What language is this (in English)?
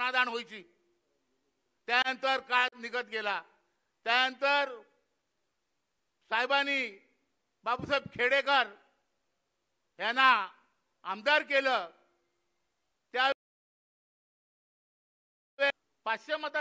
Marathi